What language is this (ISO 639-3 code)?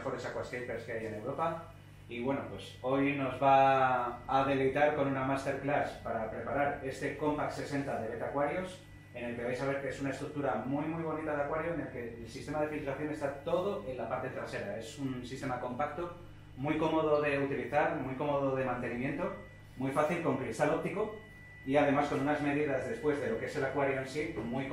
spa